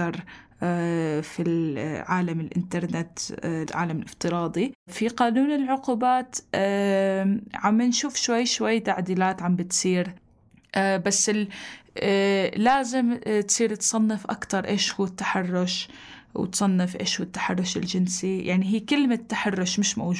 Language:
North Levantine Arabic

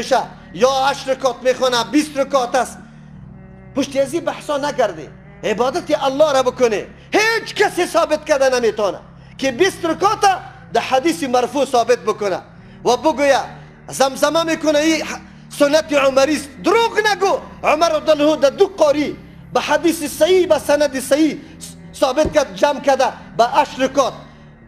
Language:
Persian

